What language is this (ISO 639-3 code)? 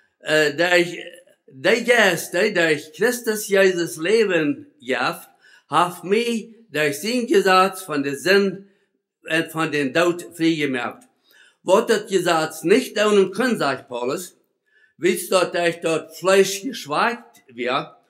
pdt